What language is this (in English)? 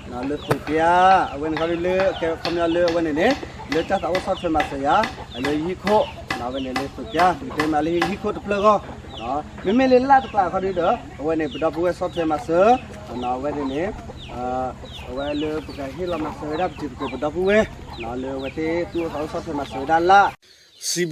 S'gaw Karen